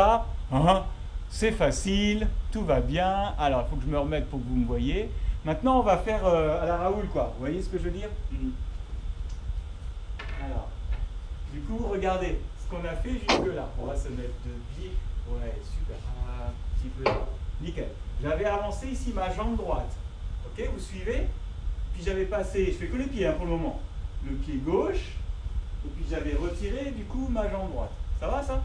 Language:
French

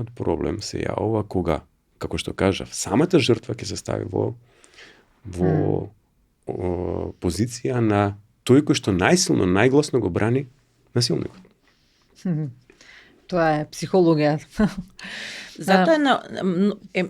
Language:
Macedonian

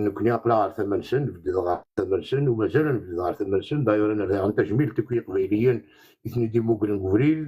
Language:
Kabyle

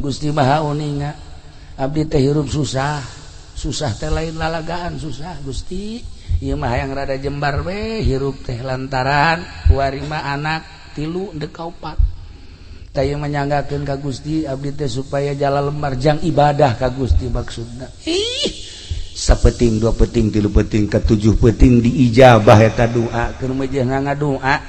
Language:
Sundanese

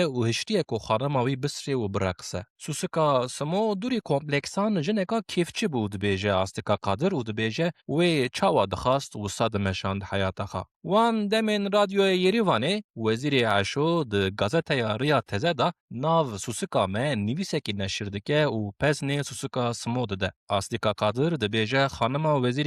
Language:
Kurdish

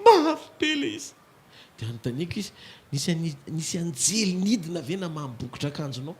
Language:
Malagasy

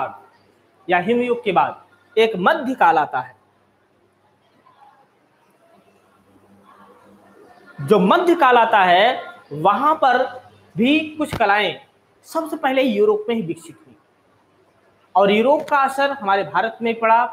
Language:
Hindi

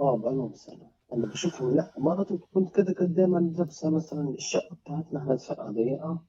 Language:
Egyptian Arabic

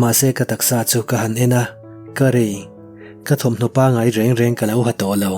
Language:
Mizo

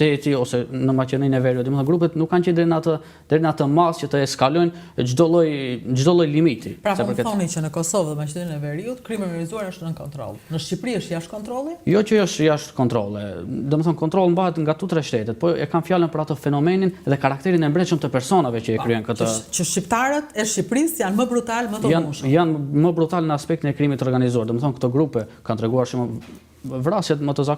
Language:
Albanian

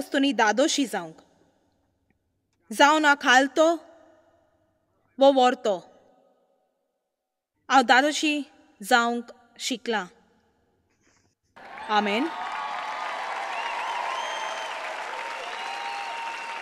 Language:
Konkani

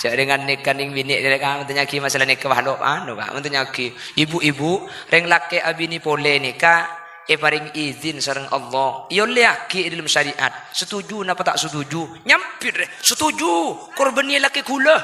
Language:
Madurese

